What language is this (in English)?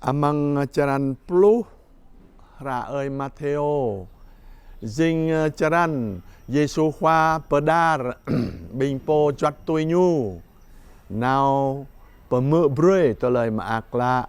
Jarai